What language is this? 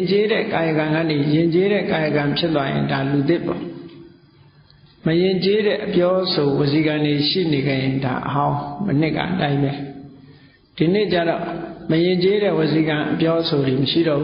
Burmese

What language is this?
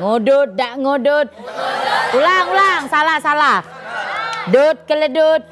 Musi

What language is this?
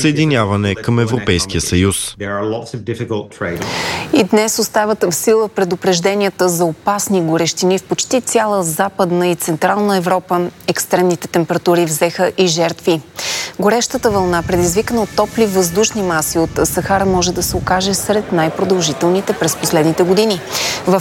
Bulgarian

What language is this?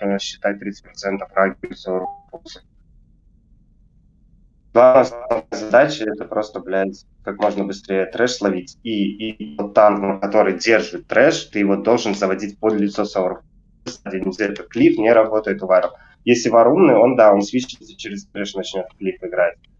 Russian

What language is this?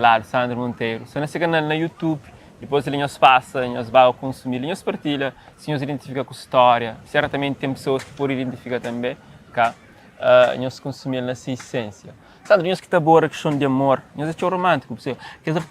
Kabuverdianu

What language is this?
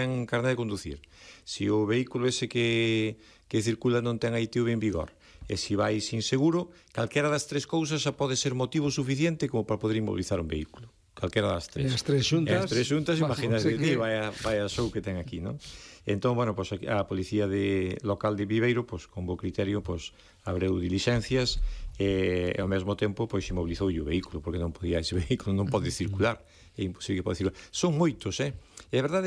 Galician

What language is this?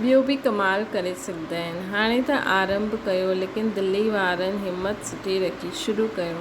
Sindhi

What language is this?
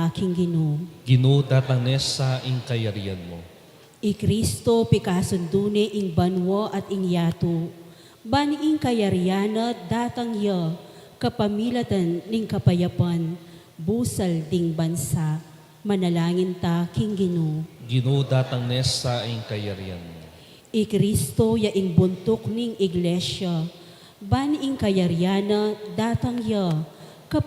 Pampanga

